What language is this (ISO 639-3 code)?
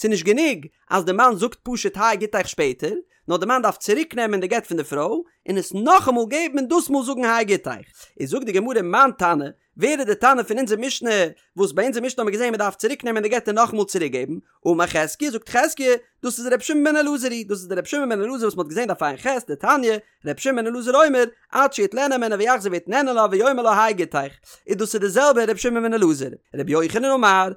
yid